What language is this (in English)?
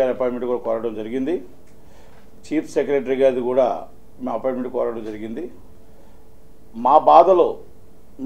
Telugu